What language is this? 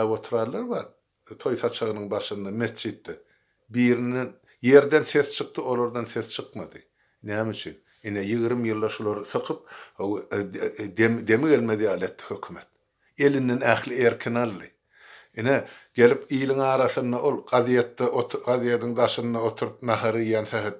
Turkmen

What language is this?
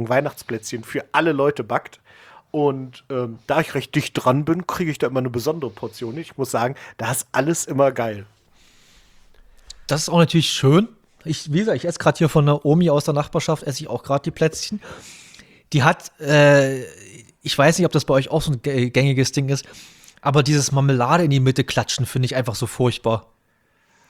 German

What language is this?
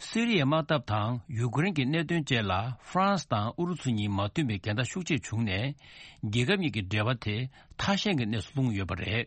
Tibetan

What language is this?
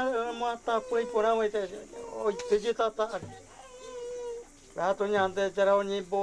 Guarani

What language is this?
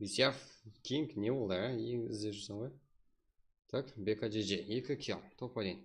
Kara-Kalpak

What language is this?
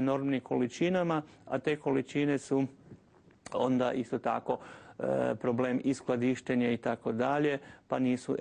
Croatian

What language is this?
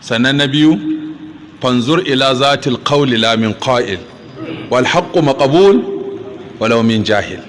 Hausa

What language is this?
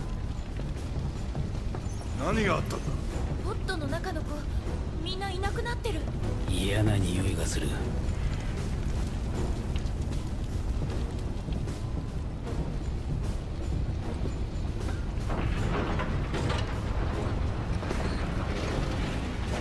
Japanese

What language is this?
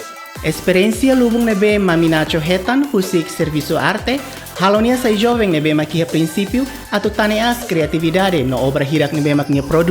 Tetum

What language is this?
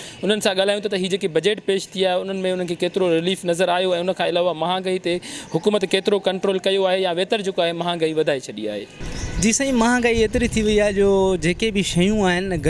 Sindhi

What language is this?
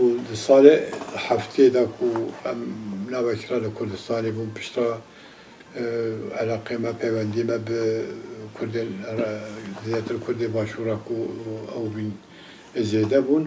Kurdish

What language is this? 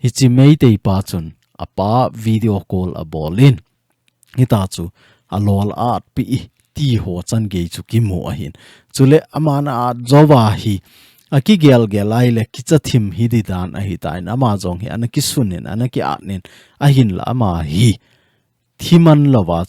Thado Chin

